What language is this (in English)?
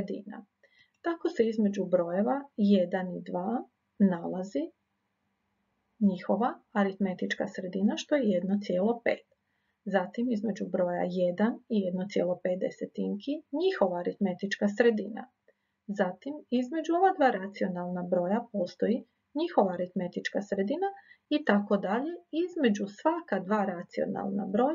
Croatian